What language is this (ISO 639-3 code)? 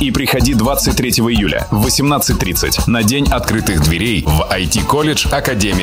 rus